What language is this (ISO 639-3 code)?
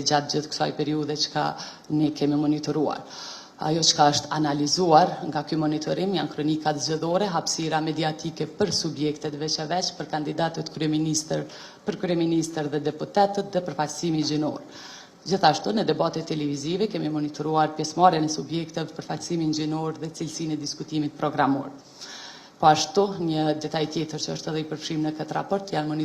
sqi